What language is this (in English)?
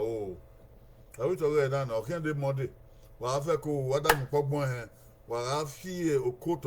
Bini